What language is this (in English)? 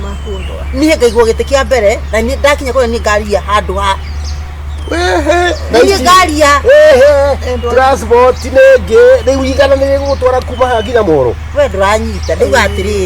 Kikuyu